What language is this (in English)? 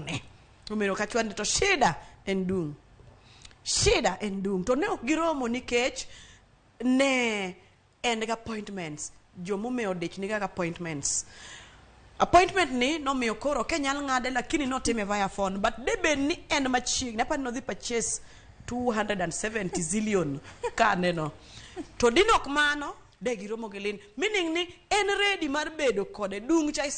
Luo (Kenya and Tanzania)